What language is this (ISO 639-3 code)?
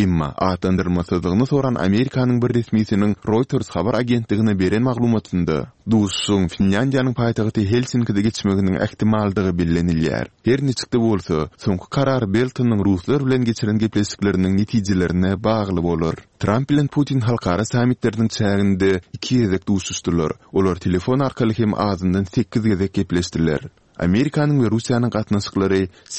tuk